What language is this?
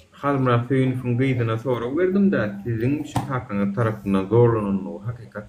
Turkmen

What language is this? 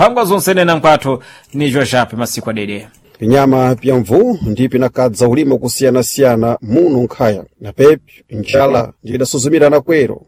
Sena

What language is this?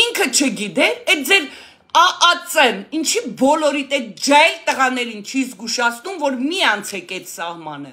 Armenian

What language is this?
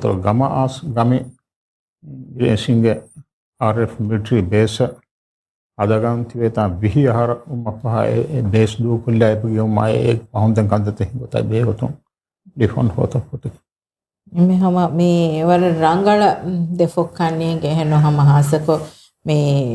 Divehi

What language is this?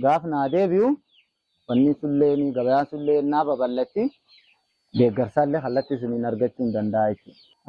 Oromo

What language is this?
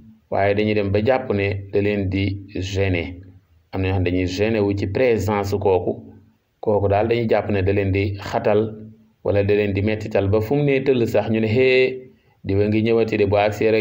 Wolof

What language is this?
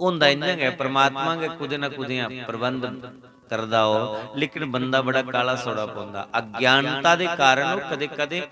Dogri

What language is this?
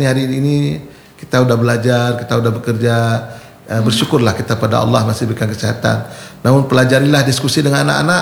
Indonesian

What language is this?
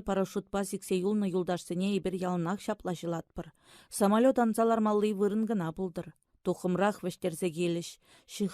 Chuvash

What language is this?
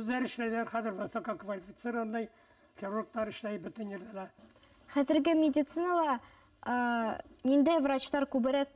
Bashkir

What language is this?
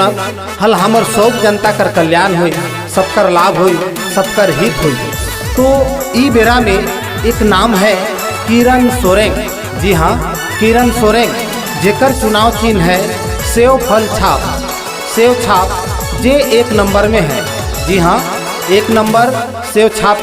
Sadri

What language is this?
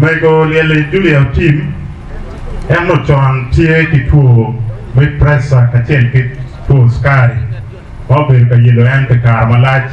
Acoli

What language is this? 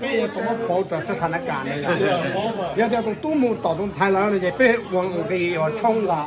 Hmong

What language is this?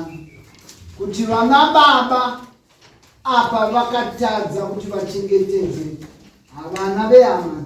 Shona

